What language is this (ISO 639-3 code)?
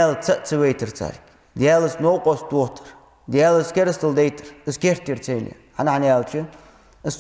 inh